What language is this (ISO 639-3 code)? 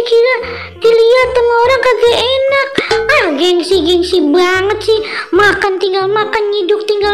bew